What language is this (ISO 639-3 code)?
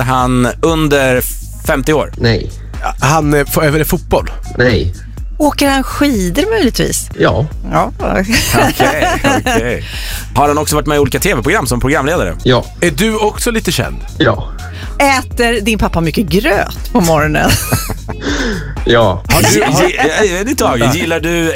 swe